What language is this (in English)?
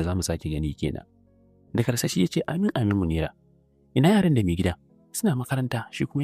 Hausa